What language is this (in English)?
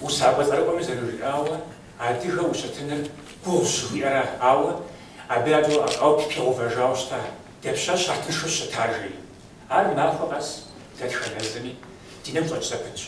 Kabardian